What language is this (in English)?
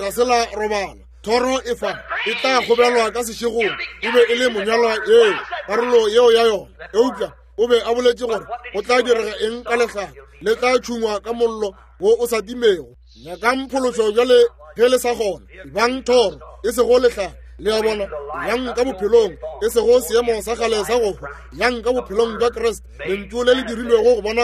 Northern Sotho